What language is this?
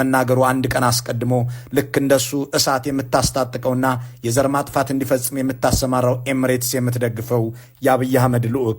Amharic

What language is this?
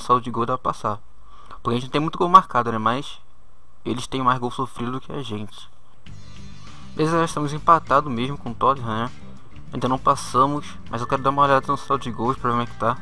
Portuguese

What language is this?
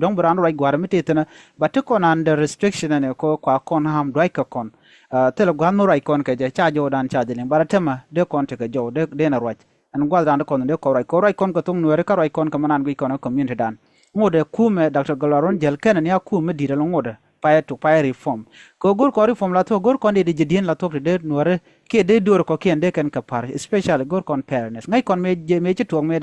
Nuer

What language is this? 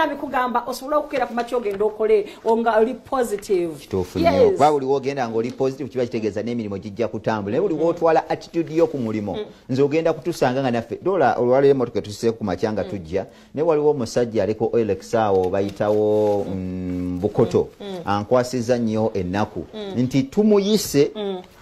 Ganda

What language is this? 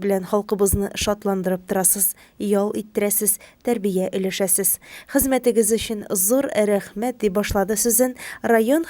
Tatar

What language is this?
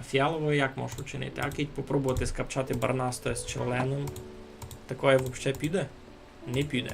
Rusyn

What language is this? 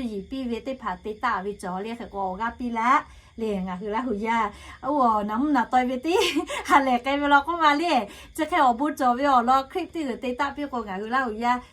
Lahu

